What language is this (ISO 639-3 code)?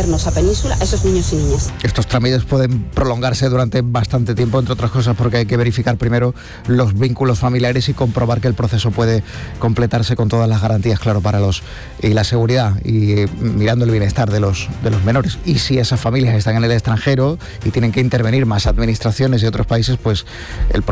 spa